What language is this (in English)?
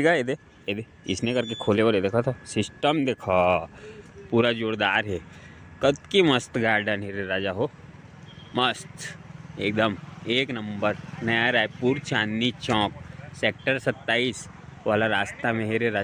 Chhattisgarhi